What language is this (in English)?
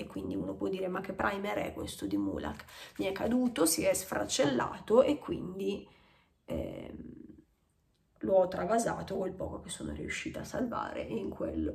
Italian